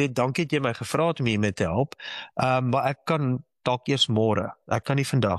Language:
Afrikaans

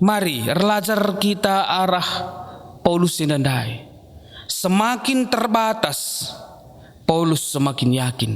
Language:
Batak Karo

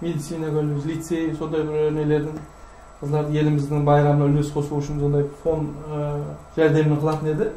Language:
Kara-Kalpak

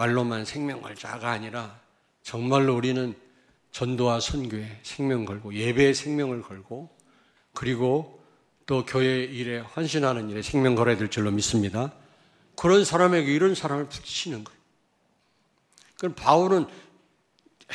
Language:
Korean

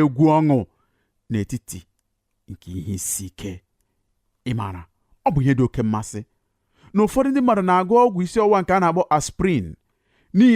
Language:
Igbo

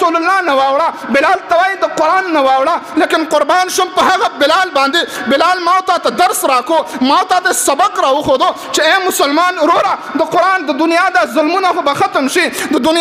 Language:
Pashto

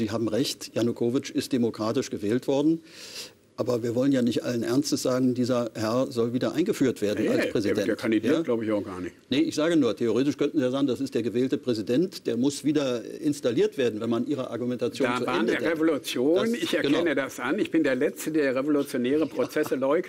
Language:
German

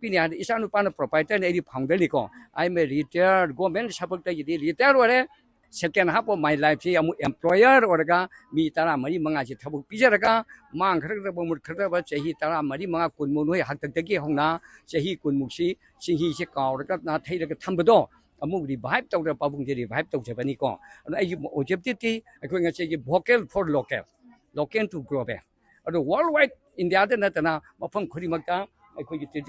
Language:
Manipuri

